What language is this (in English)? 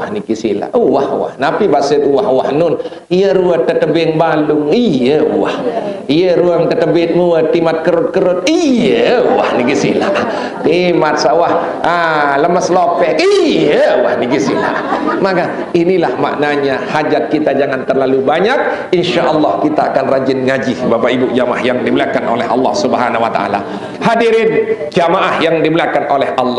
Sasak